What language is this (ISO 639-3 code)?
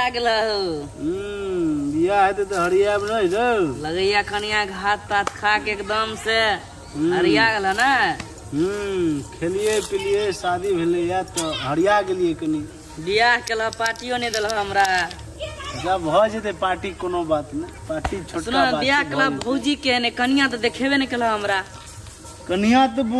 mai